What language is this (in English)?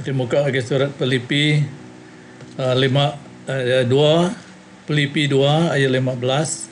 Iban